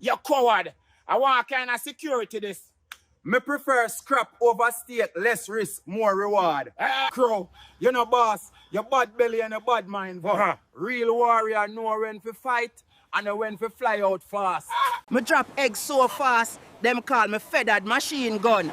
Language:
Jamaican Creole English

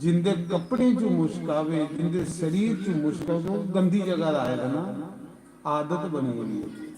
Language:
Dogri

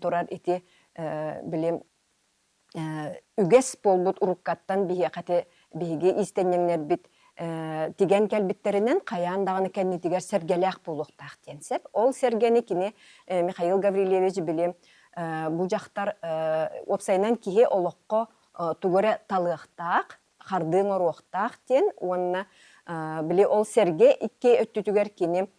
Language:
Yakut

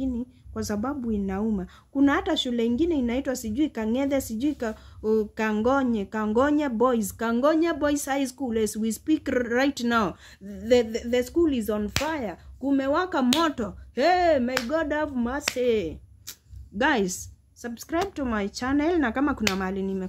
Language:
Swahili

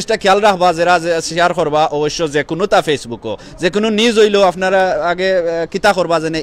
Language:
Sylheti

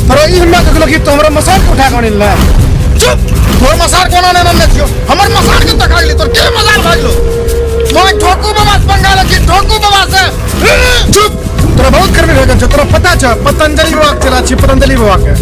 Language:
Maithili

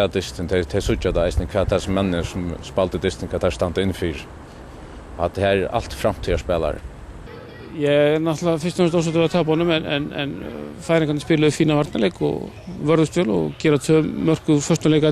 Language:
Faroese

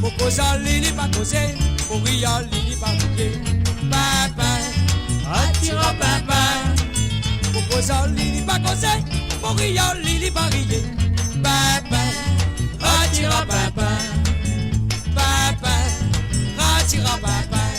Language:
Morisyen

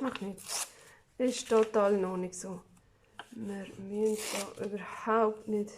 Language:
Swiss German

